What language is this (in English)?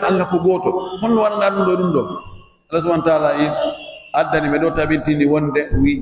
Pular